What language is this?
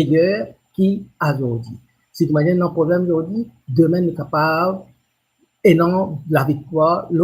Morisyen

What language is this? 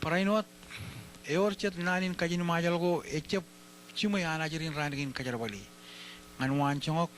Marshallese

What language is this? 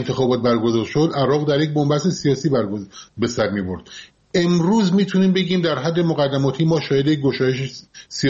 Persian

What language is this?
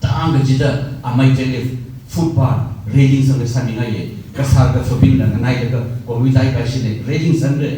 Tangkhul Naga (India)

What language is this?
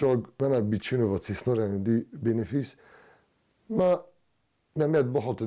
Ossetic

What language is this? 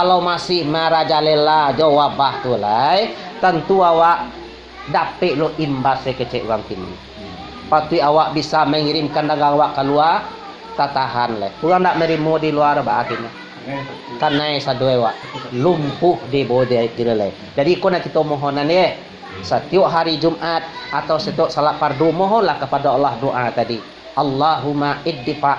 Minangkabau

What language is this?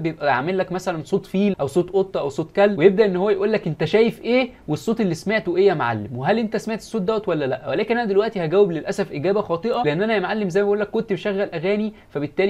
Egyptian Arabic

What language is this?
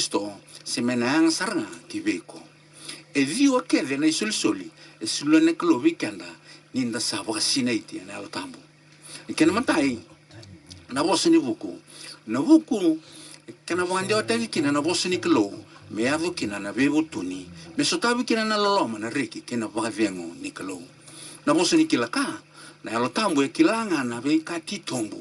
Fijian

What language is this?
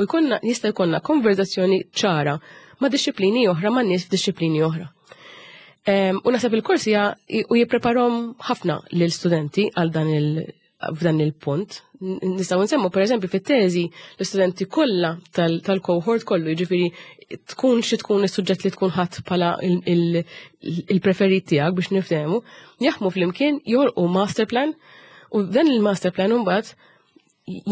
Maltese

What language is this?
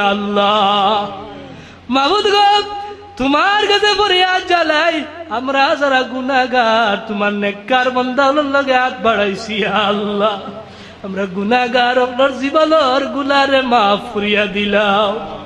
Sylheti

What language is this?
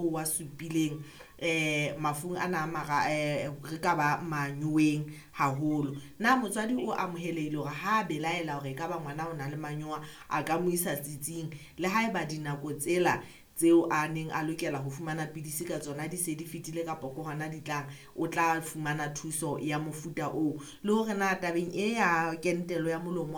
Southern Sotho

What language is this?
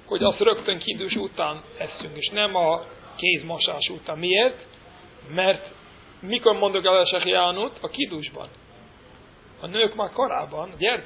Hungarian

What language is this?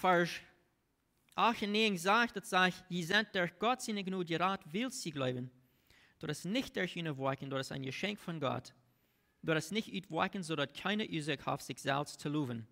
Plautdietsch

